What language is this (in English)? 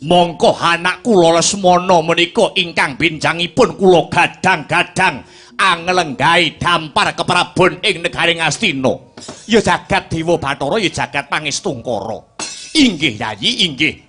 Javanese